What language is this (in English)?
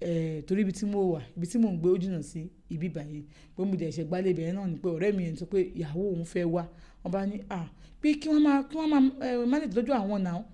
Yoruba